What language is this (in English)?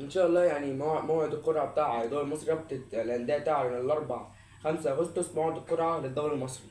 Egyptian Arabic